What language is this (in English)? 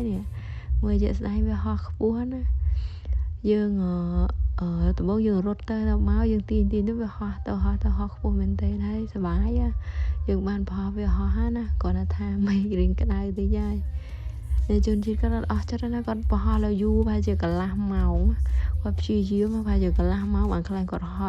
Khmer